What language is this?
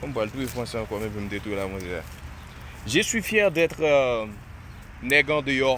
Haitian Creole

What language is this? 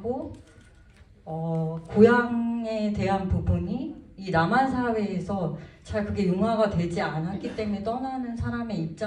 Korean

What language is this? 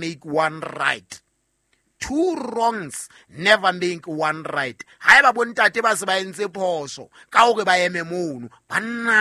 Southern Sotho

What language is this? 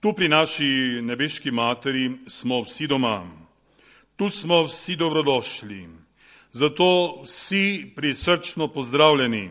Slovenian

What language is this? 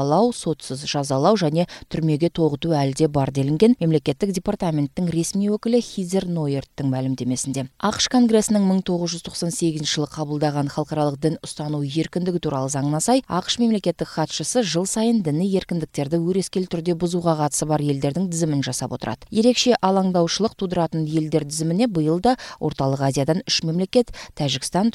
Kyrgyz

